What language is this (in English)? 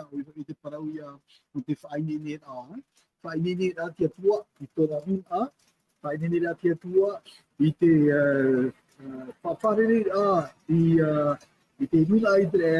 Tahitian